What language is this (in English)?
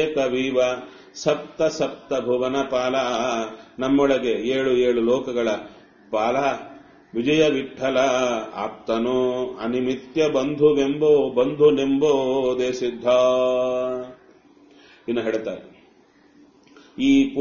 Kannada